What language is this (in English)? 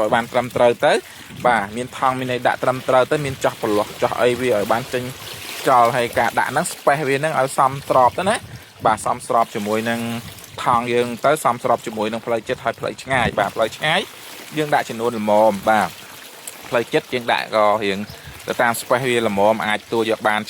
Khmer